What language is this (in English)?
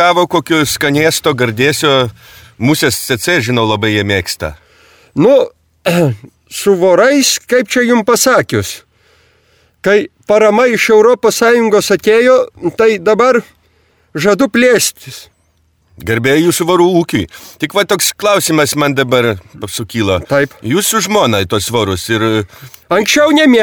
Lithuanian